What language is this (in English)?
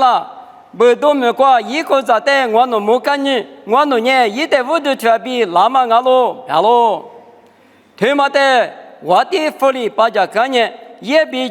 Lisu